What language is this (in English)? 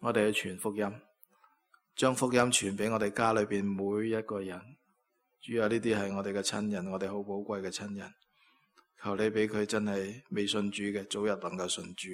Cantonese